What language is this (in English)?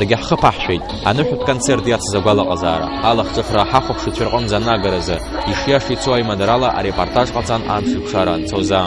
Abkhazian